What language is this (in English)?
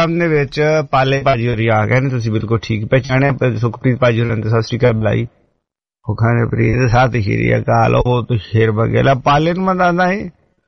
Punjabi